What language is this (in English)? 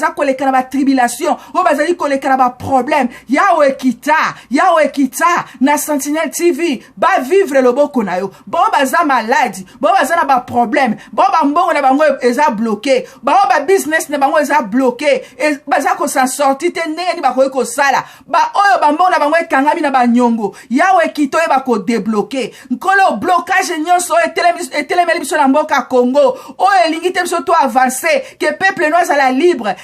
Lingala